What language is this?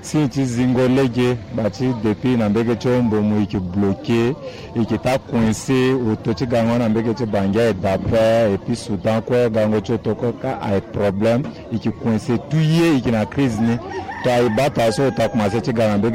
Sango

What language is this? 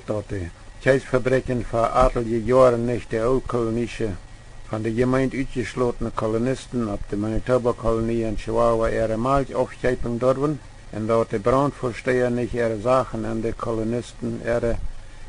Plautdietsch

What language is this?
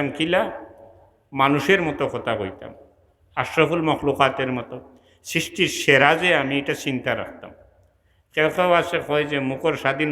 Sylheti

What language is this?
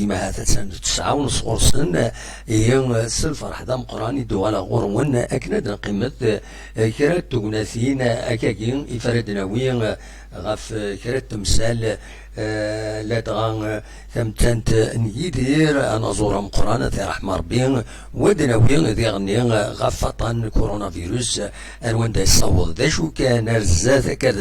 Kabyle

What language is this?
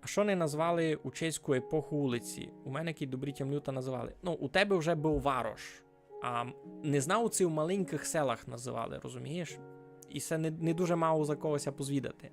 Rusyn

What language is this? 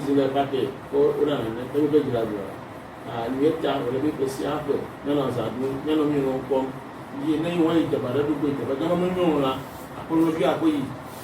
Ewe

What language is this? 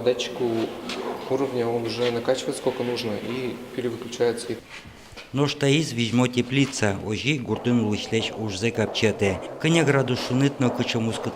Udmurt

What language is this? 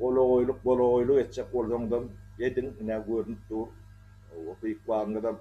Turkmen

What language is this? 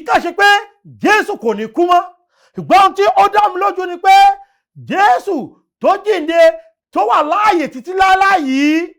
Yoruba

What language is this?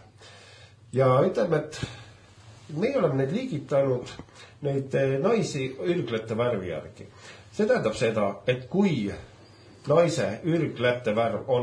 Estonian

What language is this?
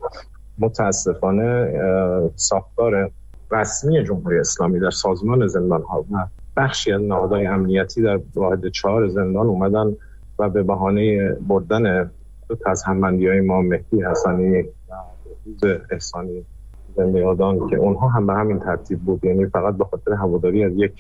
Persian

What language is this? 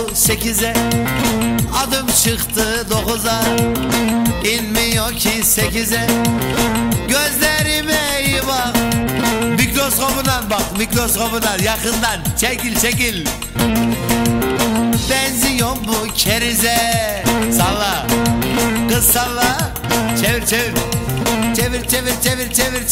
Turkish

